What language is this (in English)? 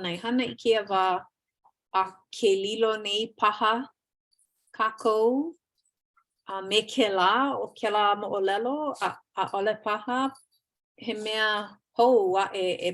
Hawaiian